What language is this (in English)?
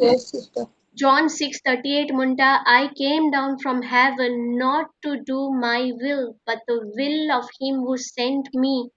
Konkani